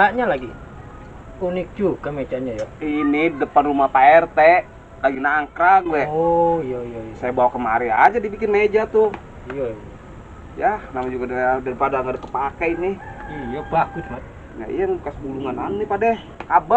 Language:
Betawi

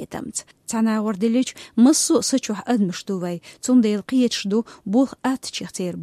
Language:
Chechen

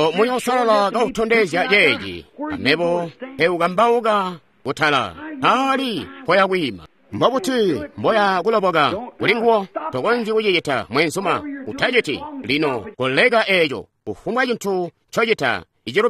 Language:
Tonga (Zambia)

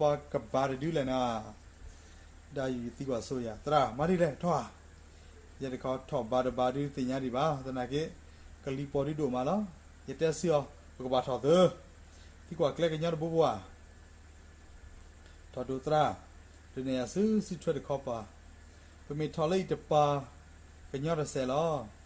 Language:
S'gaw Karen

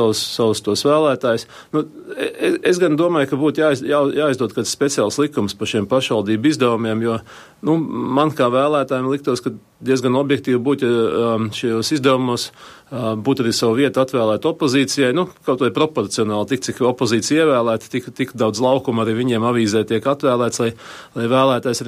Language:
Latvian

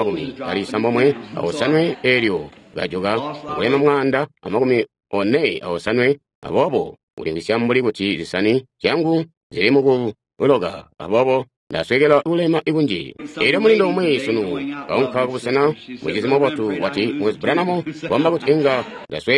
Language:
Tonga (Zambia)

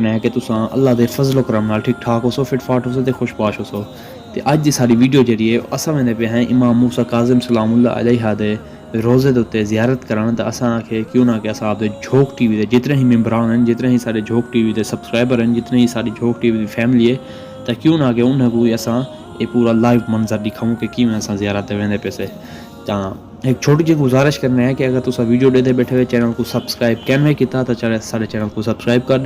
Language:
Saraiki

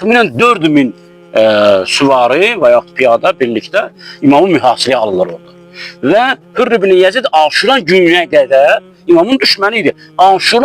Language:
Azerbaijani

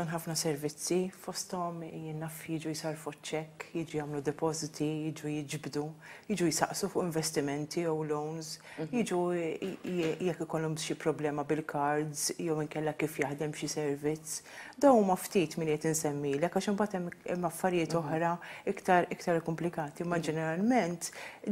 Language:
Maltese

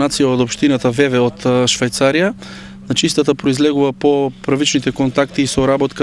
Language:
Macedonian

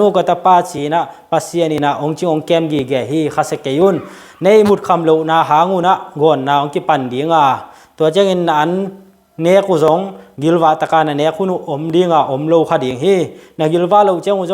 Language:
Tedim Chin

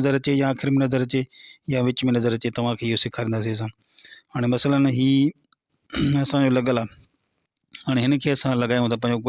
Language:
Sindhi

